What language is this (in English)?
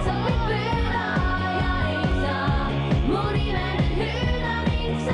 Estonian